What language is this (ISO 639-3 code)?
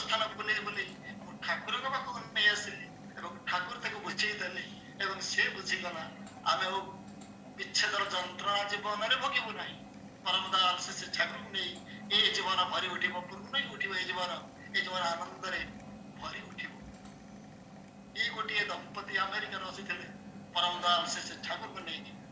ori